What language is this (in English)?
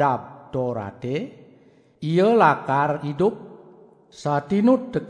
Balinese